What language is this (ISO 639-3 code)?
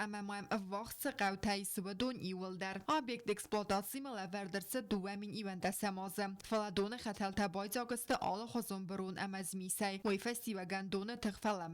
oss